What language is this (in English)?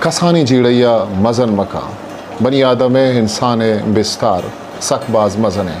Eastern Balochi